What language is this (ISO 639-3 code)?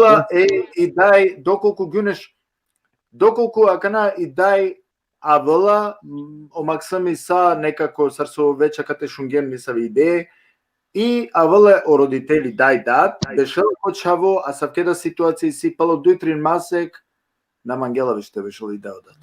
rmn